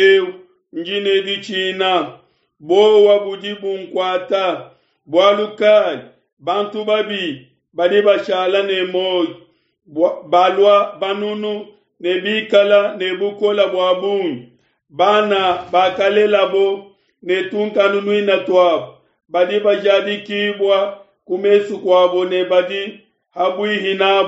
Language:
Luba-Lulua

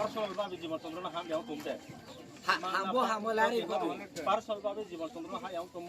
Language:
Riang (India)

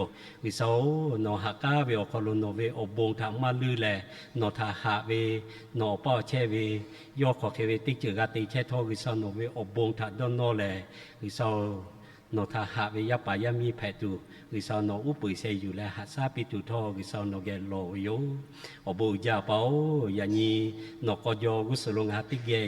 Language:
Lahu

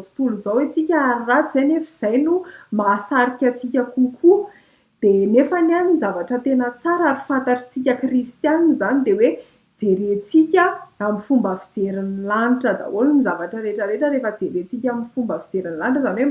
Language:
Malagasy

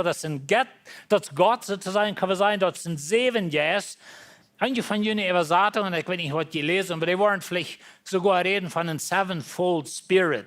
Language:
Plautdietsch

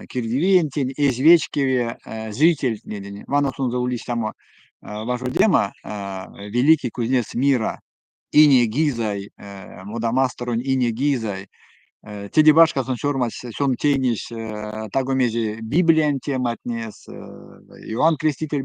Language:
Erzya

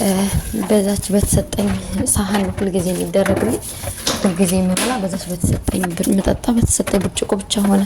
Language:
Amharic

